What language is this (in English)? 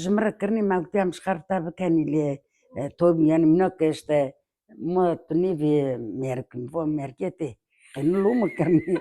Kurdish